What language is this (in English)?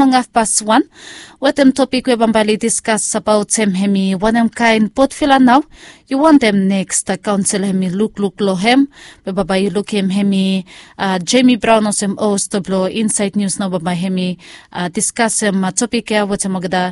Bislama